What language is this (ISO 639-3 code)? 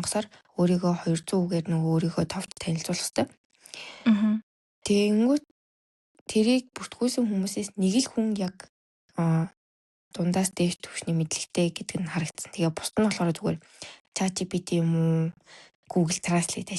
mon